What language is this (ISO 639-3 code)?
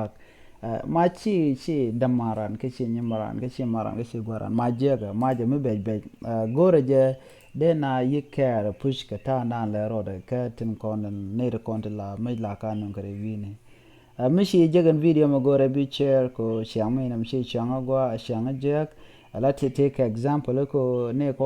nus